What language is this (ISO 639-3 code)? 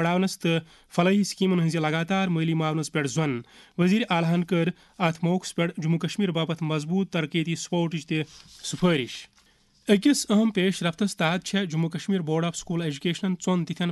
kas